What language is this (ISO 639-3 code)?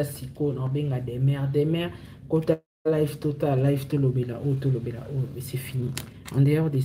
lin